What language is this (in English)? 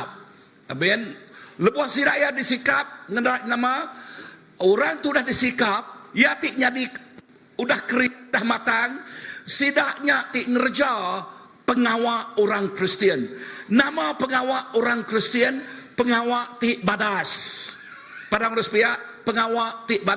Iban